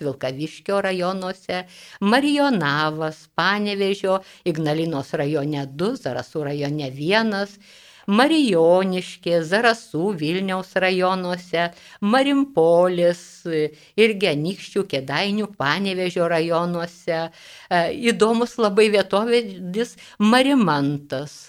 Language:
Lithuanian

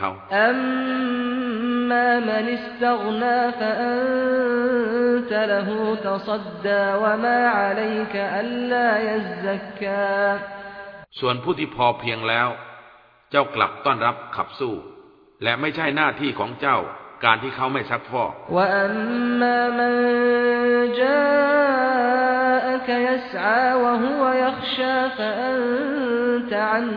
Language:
Thai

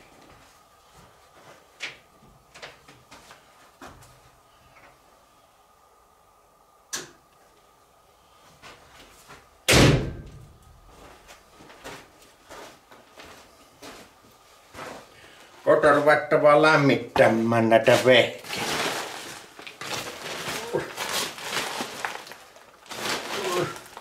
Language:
Finnish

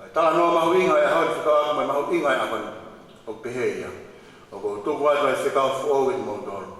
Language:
Tongan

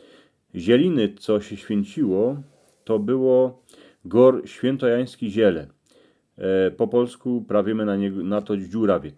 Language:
Silesian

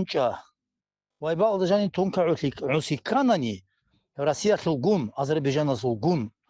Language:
Avaric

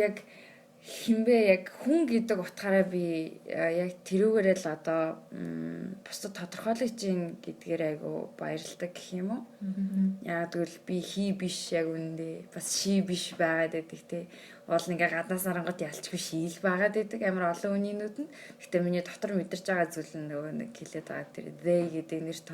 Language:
Mongolian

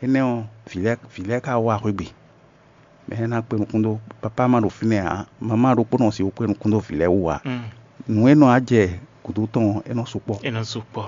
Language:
Fon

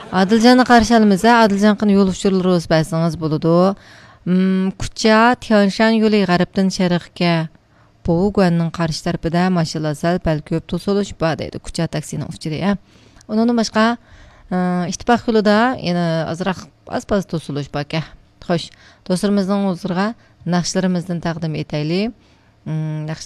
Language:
Uyghur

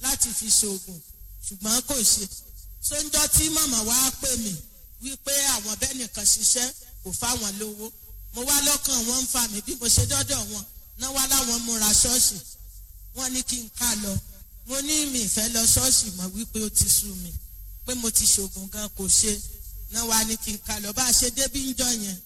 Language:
Yoruba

